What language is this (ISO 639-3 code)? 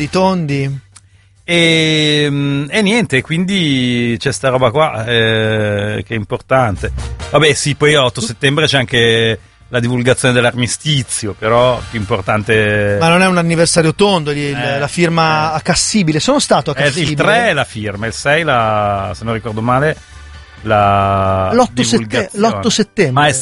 ita